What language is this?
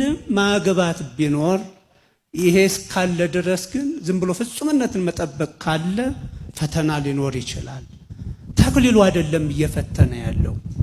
Amharic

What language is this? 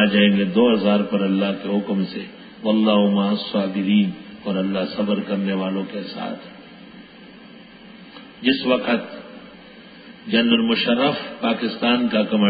Urdu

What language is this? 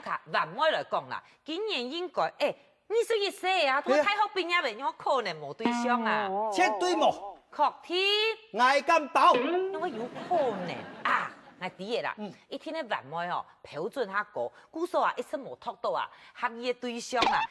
Hakka Chinese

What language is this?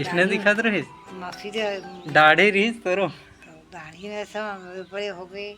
Chhattisgarhi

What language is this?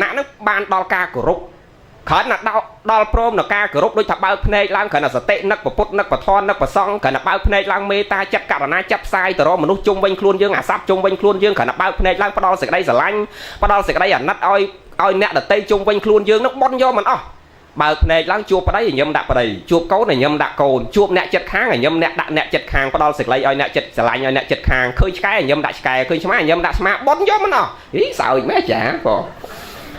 Khmer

